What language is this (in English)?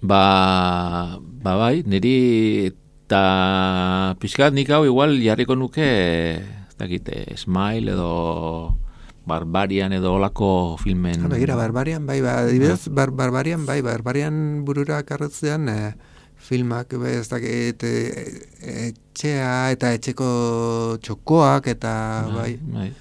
Basque